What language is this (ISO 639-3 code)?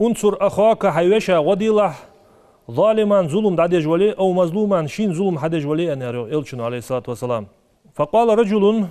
inh